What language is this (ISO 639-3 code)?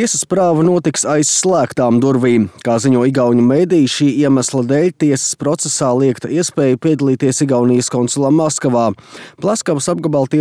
lav